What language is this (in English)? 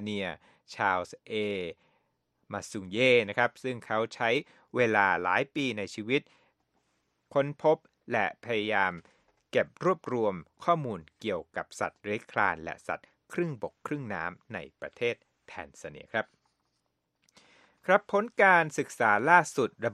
Thai